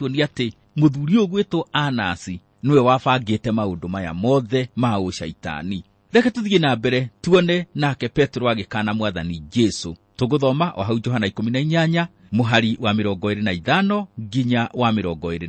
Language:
Kikuyu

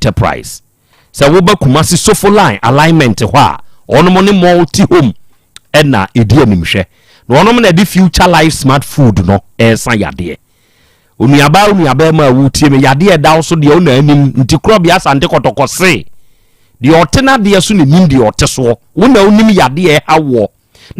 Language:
Akan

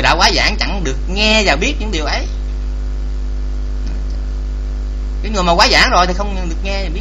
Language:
Vietnamese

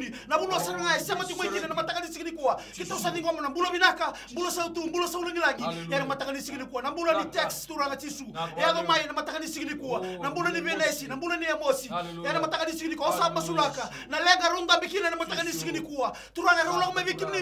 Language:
Fijian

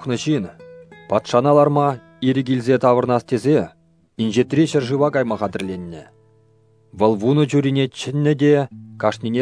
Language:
Chuvash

